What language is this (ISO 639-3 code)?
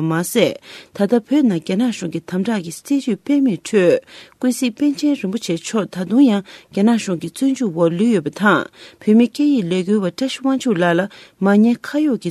bod